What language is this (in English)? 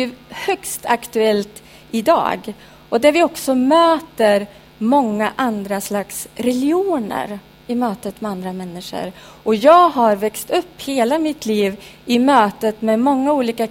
Swedish